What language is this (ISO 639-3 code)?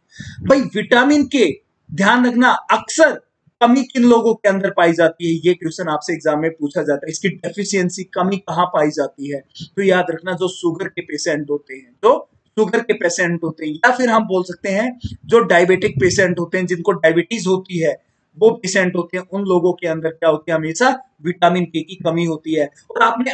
hin